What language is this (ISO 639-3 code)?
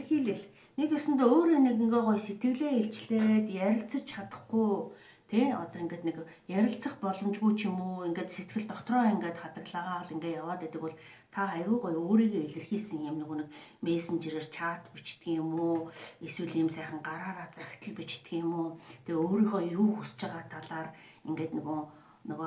mon